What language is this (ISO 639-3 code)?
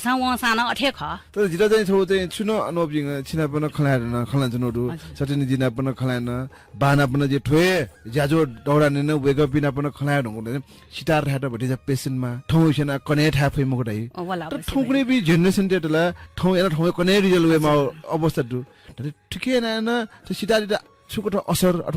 new